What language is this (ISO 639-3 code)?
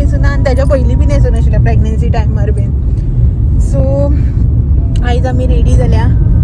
kok